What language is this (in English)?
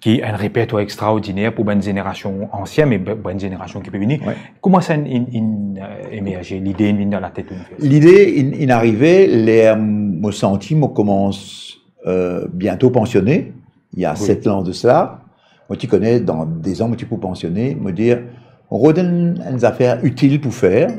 Morisyen